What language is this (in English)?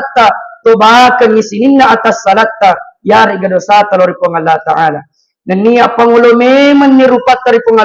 Buginese